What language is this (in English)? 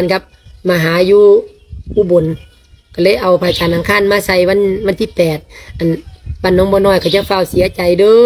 Lao